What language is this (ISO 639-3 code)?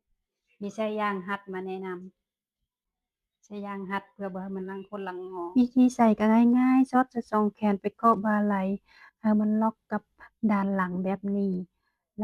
tts